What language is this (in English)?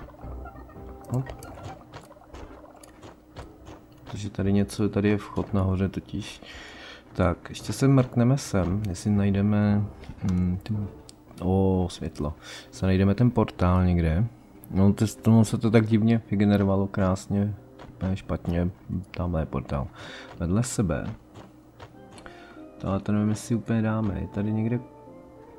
Czech